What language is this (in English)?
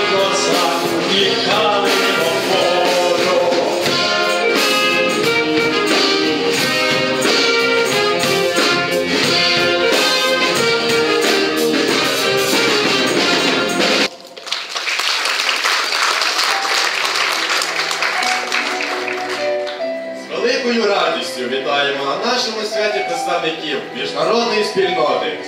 Ukrainian